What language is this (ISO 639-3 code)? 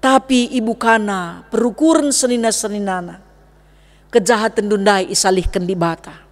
btx